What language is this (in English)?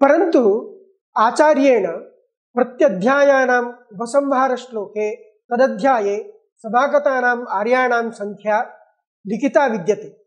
Sanskrit